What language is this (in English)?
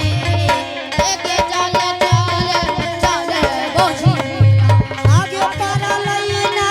Angika